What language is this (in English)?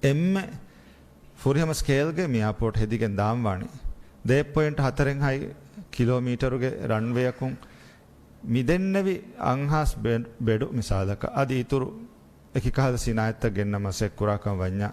Divehi